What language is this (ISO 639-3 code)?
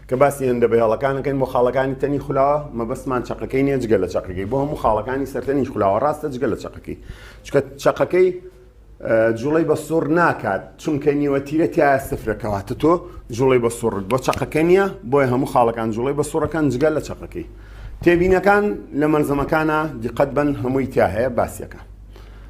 ckb